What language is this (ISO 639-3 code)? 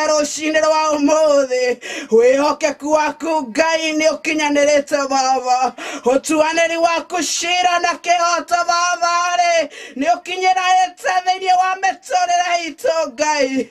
kik